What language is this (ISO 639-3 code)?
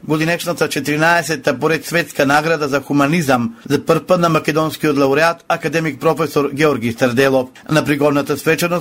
mkd